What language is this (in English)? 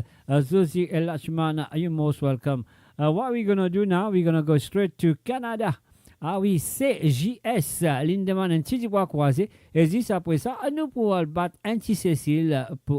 Morisyen